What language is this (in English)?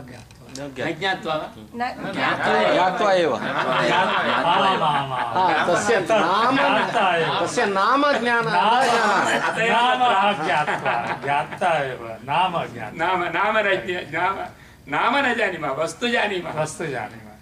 Sanskrit